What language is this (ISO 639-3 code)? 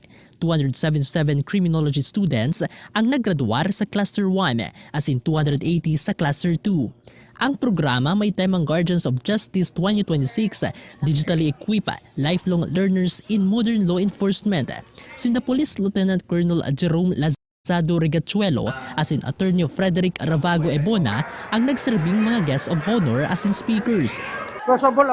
bik